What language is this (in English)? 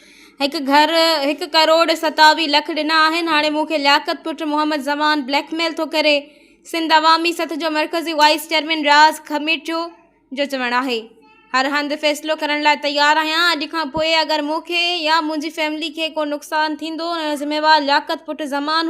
Sindhi